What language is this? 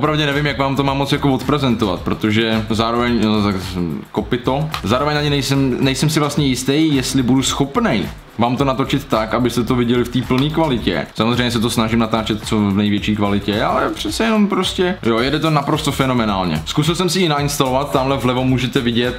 Czech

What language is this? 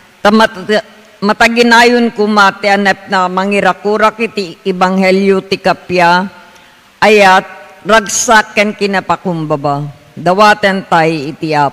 Iloko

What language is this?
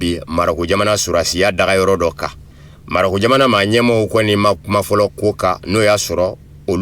Bambara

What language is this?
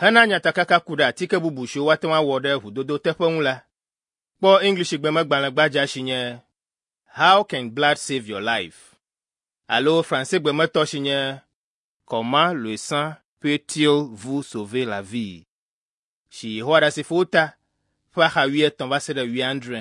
Ewe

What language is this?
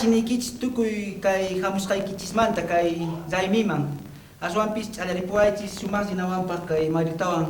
South Bolivian Quechua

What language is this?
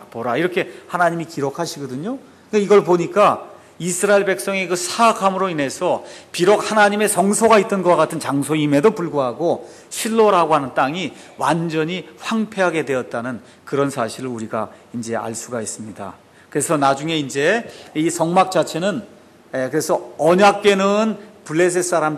Korean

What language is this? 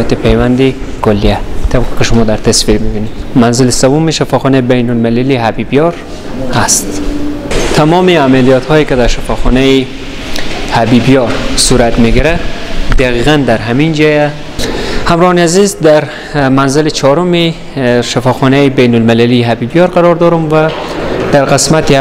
Persian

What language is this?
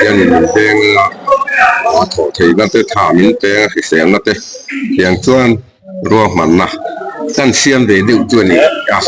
Mizo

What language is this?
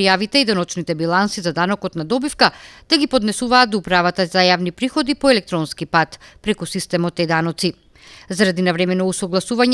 Macedonian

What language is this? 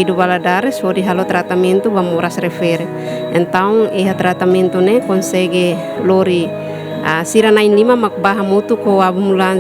Tetum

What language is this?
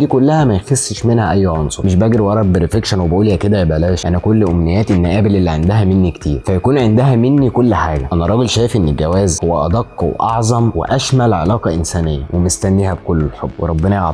Egyptian Arabic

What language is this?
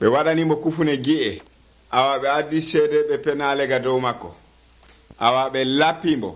Nigerian Fulfulde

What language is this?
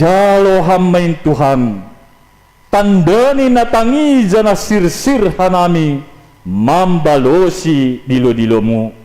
Batak Simalungun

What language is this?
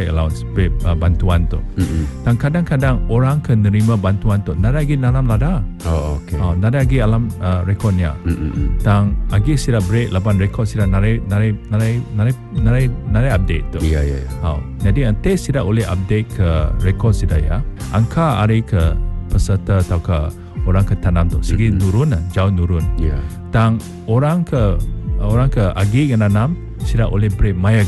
Iban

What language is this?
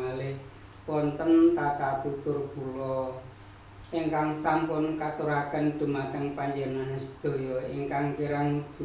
Javanese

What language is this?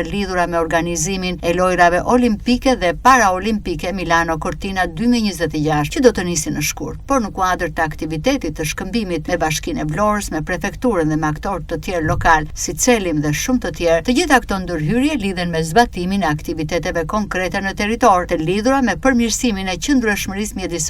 Albanian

